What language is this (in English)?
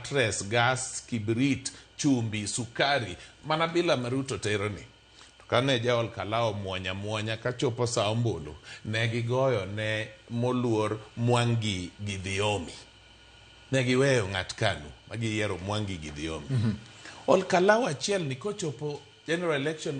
Luo (Kenya and Tanzania)